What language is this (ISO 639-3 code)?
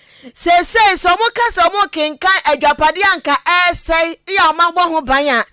aka